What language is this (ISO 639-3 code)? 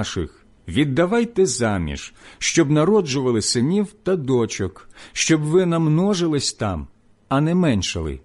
ukr